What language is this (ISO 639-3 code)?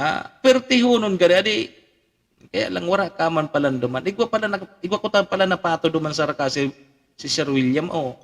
bik